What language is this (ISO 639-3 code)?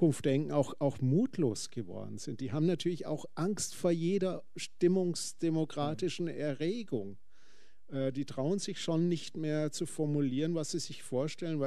deu